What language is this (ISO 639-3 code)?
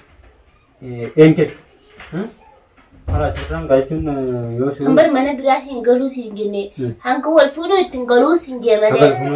orm